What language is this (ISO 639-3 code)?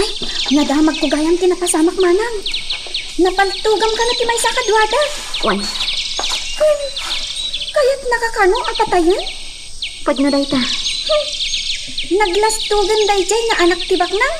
ilo